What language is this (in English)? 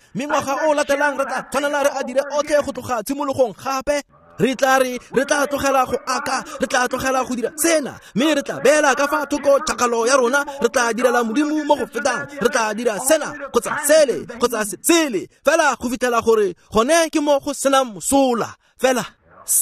Tswana